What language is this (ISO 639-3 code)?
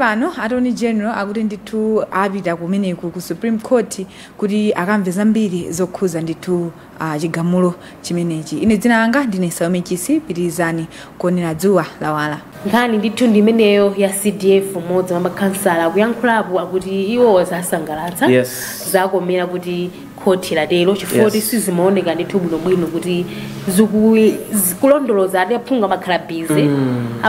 nya